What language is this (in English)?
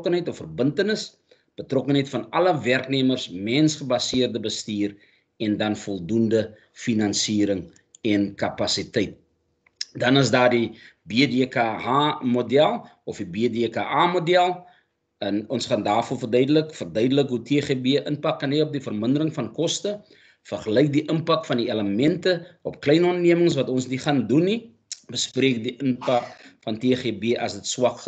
Afrikaans